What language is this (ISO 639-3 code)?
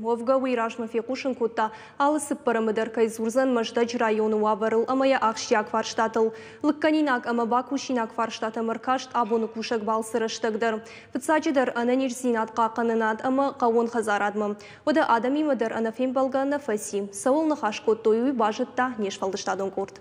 oss